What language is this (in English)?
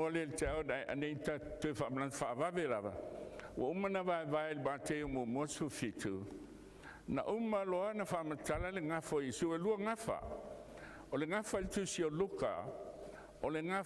Samoan